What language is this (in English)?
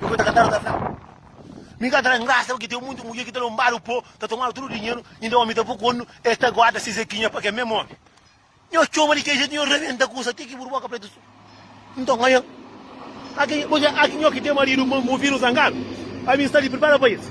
Kabuverdianu